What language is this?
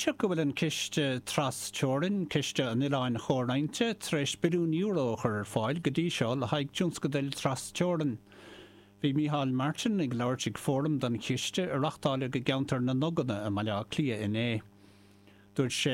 Irish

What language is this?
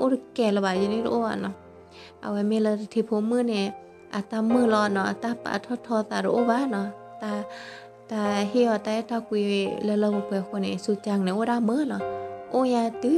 S'gaw Karen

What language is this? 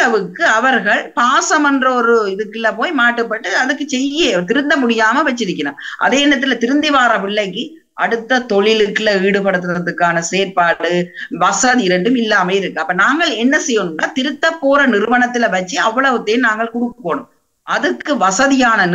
Tamil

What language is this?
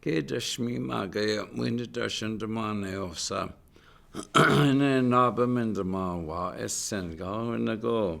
Chippewa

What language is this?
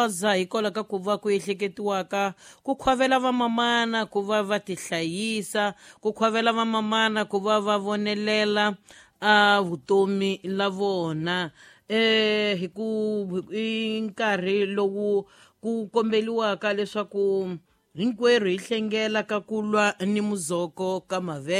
Tsonga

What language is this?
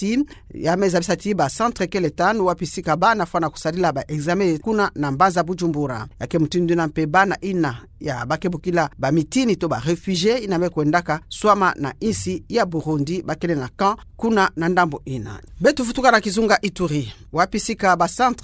Kituba (Democratic Republic of Congo)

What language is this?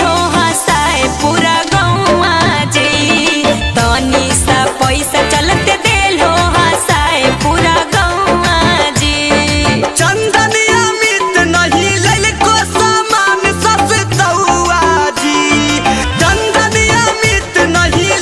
Magahi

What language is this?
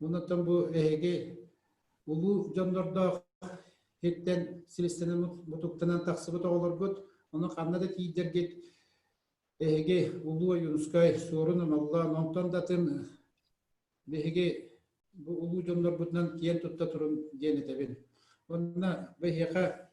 Yakut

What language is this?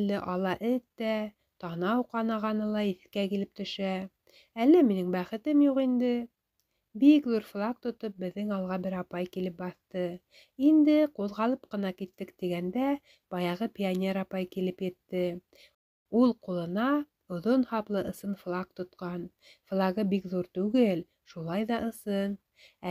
Bashkir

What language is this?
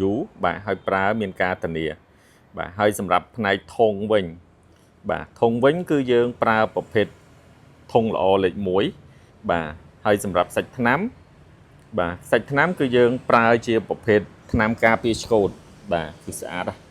Khmer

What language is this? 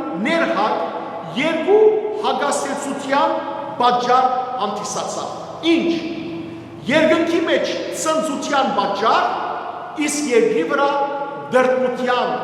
Western Armenian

